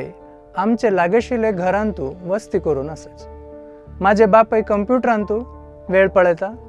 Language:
Konkani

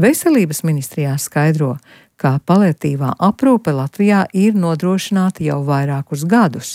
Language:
Latvian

